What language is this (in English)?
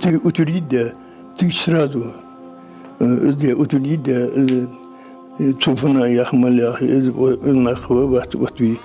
Ingush